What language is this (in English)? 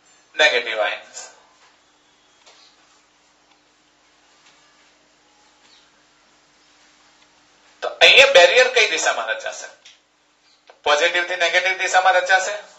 Gujarati